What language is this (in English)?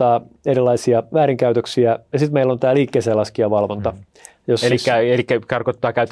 Finnish